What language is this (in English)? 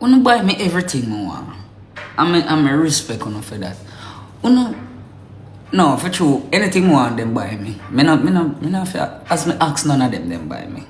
Jamaican Creole English